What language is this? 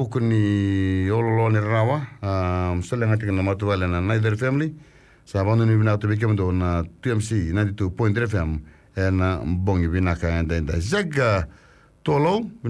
Fijian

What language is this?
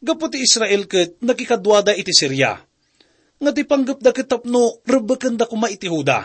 Iloko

